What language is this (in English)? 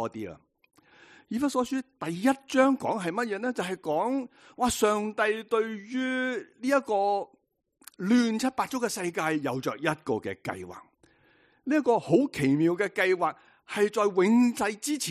Cantonese